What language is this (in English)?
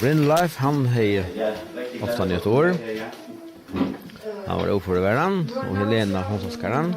Faroese